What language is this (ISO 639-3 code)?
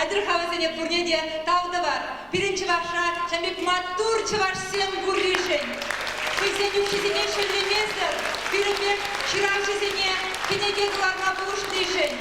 chv